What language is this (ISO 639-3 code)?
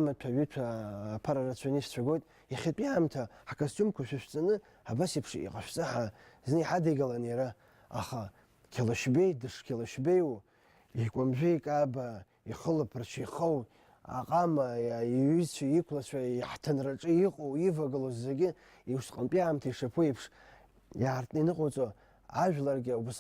abk